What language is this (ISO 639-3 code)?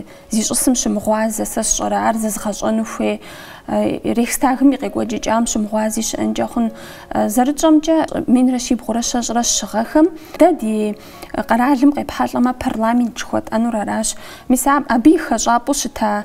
kbd